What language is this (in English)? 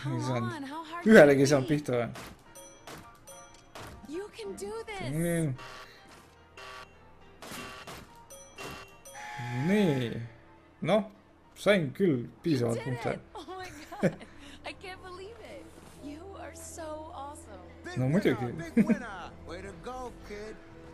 Estonian